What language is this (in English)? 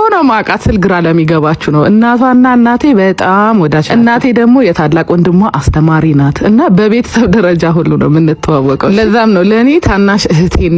Amharic